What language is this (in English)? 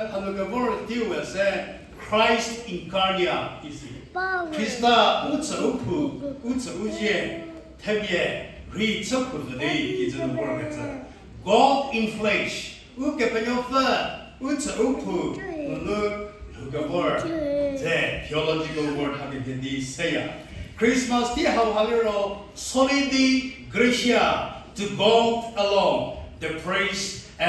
Angami Naga